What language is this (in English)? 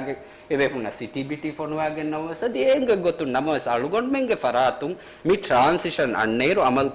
Divehi